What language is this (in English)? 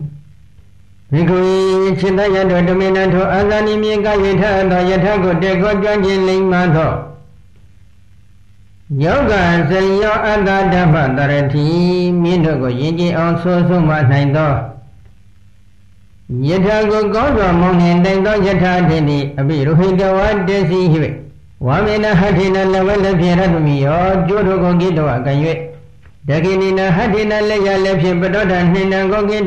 Burmese